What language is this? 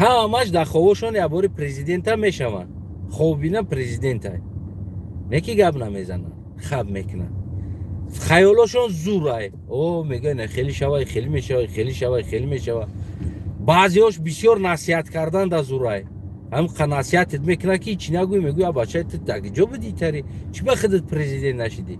Tajik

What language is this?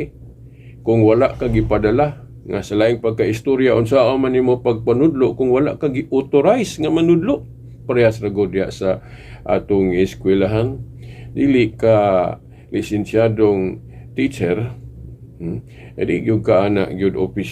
Cebuano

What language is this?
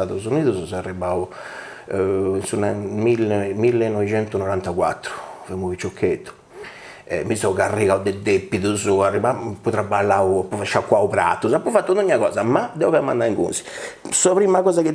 Sardinian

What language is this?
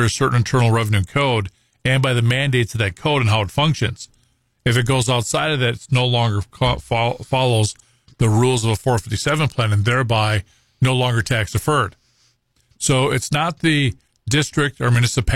English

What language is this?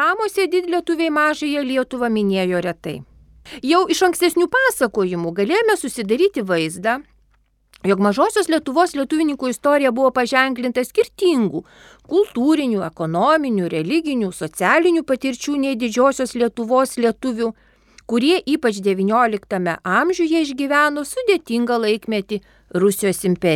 Lithuanian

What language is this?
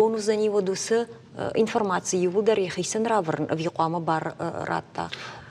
Ossetic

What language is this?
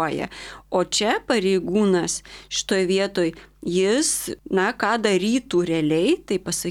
Lithuanian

